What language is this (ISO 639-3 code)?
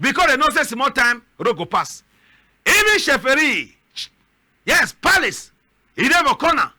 wes